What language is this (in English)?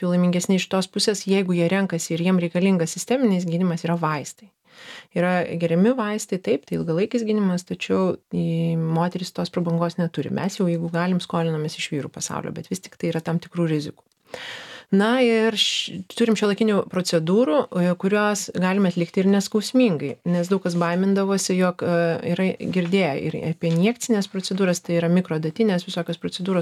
Lithuanian